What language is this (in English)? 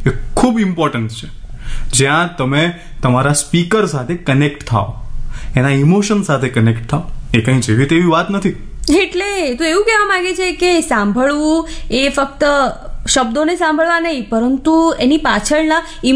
Gujarati